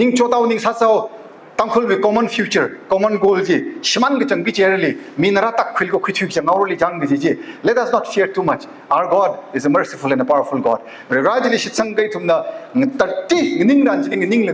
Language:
Tangkhul Naga (India)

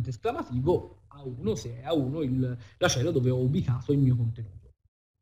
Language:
Italian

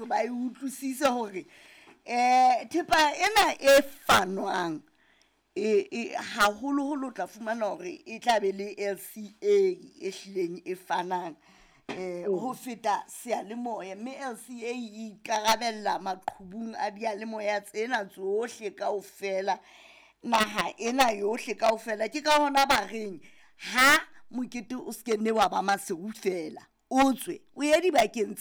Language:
Southern Sotho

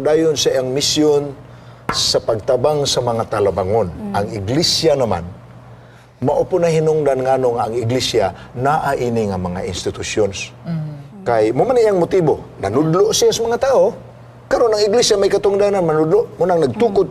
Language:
Cebuano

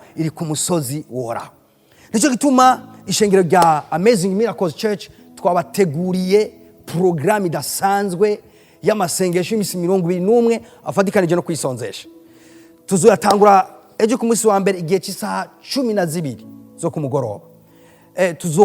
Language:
Rundi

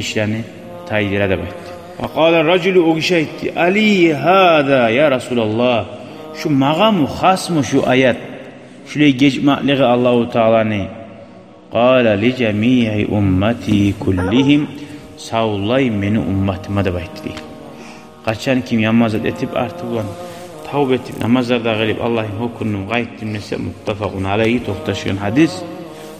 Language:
Kumyk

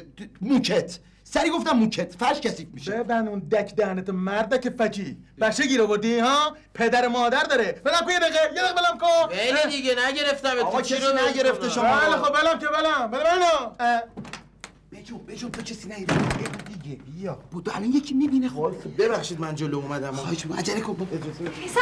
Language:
Persian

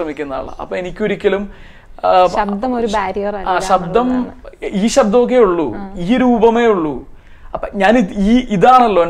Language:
Malayalam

